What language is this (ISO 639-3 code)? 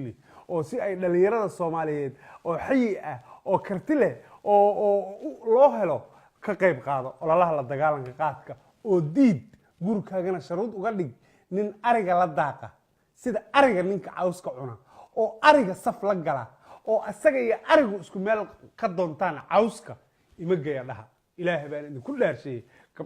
som